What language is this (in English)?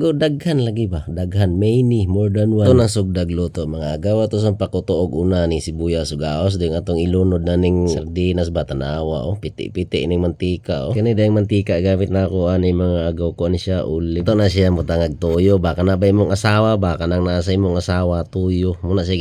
Cebuano